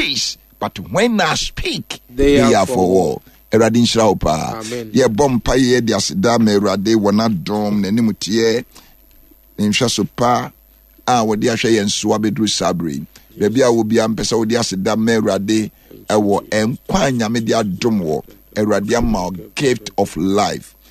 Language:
Akan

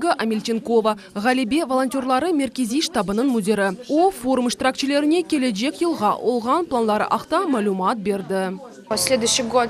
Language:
Crimean Tatar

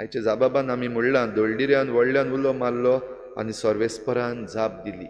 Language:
Konkani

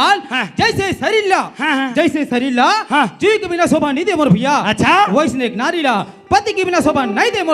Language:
Chhattisgarhi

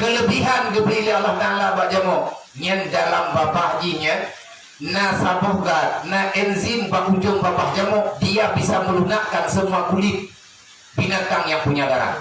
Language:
Achinese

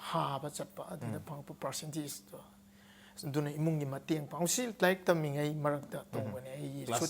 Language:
Manipuri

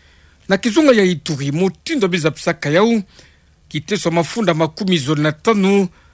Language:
Kituba (Democratic Republic of Congo)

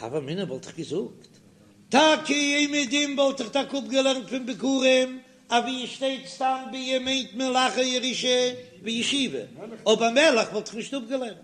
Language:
Yiddish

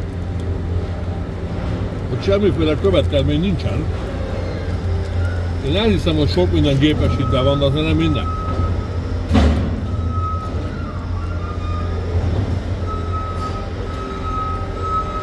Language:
Hungarian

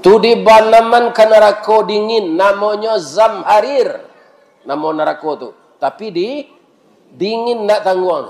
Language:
Minangkabau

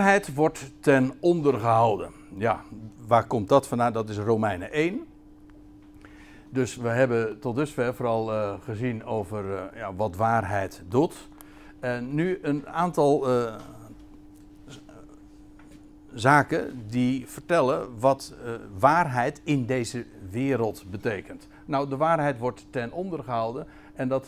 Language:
Dutch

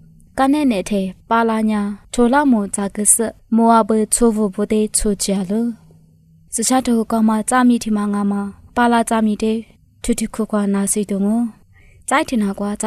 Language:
Lisu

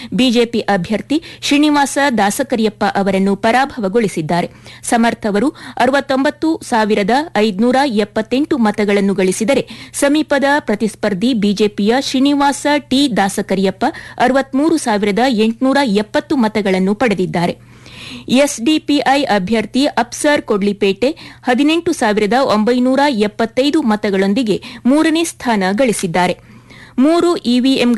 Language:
Kannada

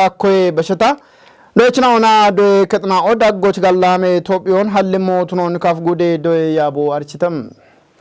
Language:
Kafa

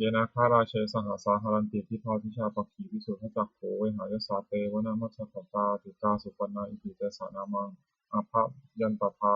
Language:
Pali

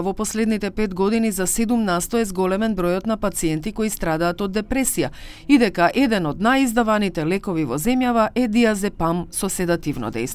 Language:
Macedonian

